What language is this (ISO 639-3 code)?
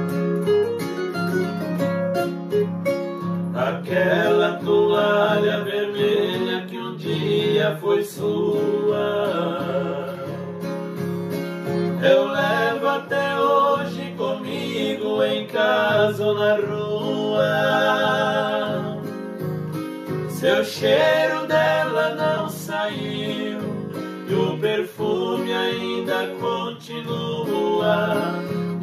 por